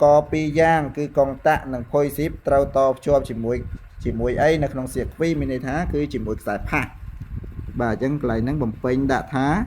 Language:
Khmer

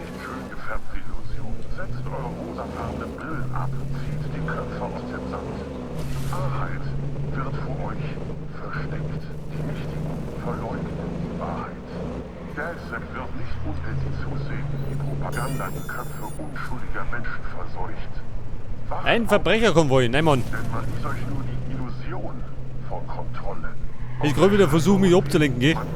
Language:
Bavarian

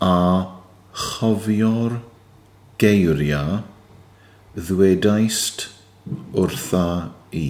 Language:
Welsh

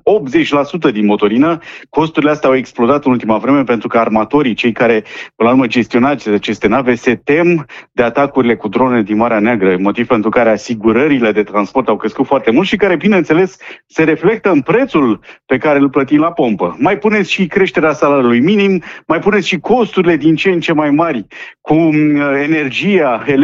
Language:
Romanian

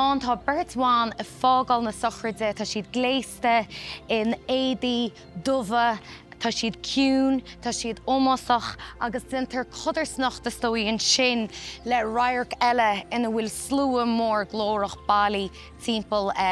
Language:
Irish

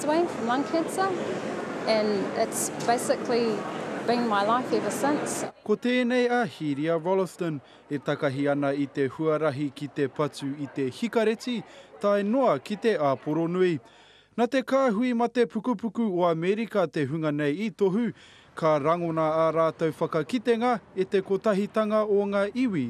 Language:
Māori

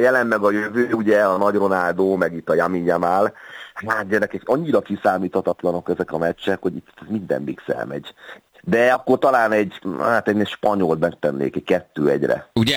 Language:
Hungarian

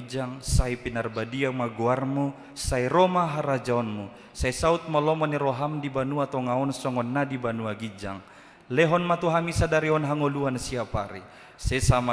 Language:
Batak Toba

